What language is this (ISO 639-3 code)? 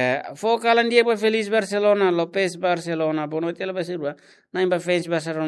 tet